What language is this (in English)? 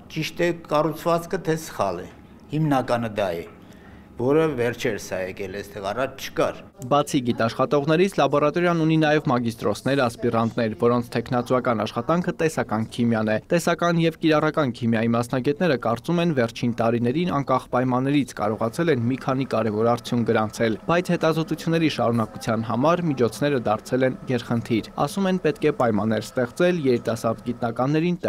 Armenian